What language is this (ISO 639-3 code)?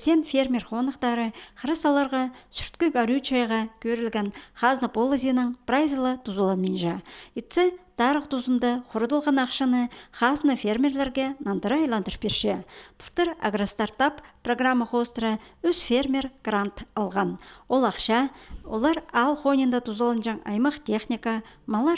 kjh